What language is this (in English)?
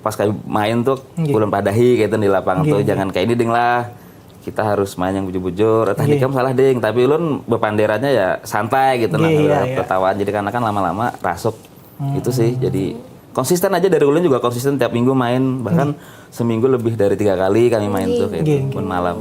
Banjar